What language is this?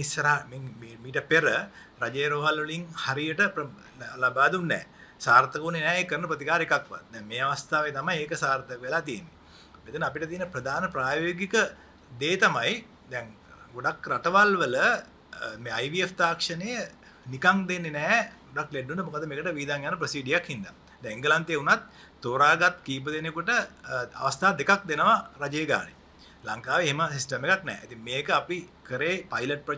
Sinhala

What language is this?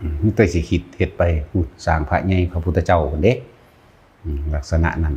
Lao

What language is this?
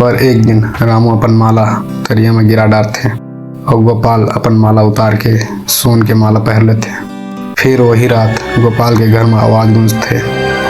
Chhattisgarhi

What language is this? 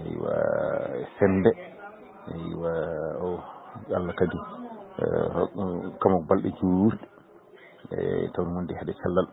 Fula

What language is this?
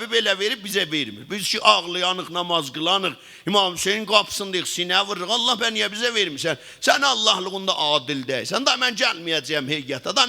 South Azerbaijani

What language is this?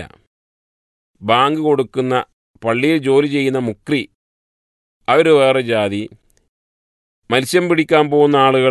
Malayalam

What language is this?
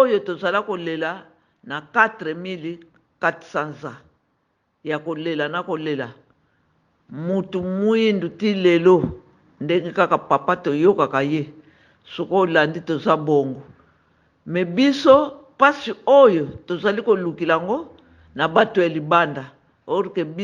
Lingala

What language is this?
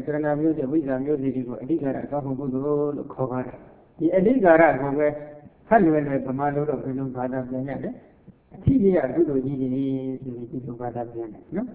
Burmese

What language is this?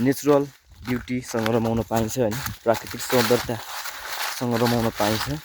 Nepali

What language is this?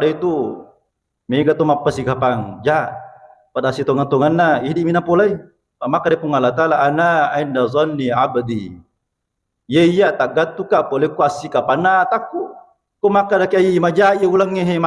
Buginese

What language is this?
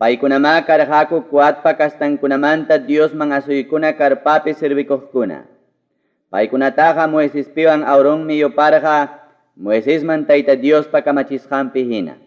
Ayacucho Quechua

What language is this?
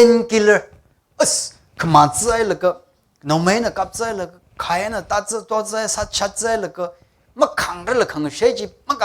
Tangkhul Naga (India)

